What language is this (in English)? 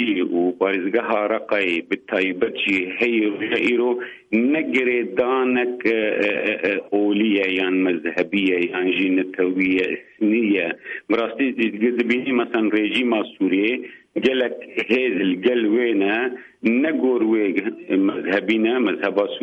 Kurdish